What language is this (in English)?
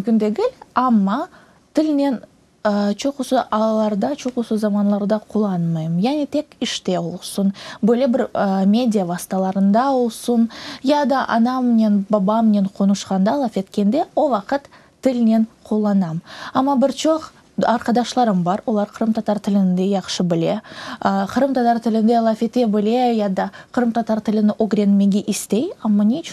Crimean Tatar